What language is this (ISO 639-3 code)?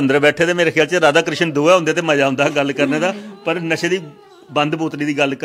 doi